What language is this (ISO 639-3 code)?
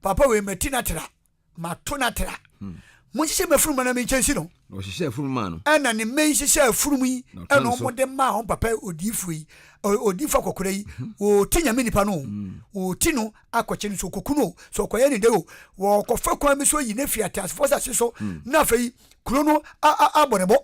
aka